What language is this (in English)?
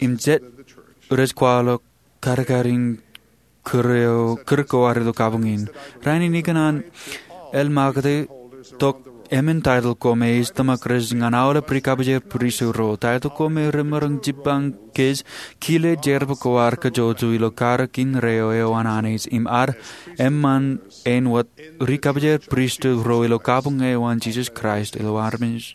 Marshallese